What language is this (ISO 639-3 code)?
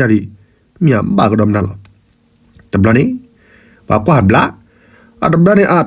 ksw